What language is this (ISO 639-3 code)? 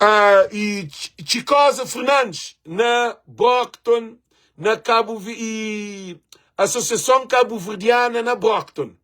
kea